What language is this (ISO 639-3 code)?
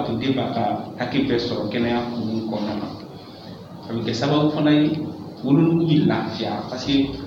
bam